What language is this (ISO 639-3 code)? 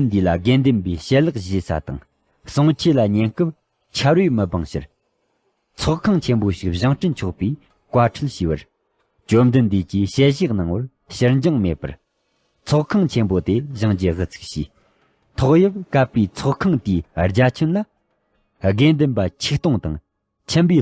bod